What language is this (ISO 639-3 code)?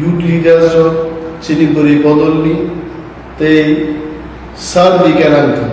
trp